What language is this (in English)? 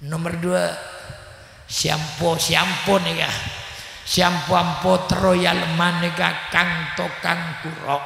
Madurese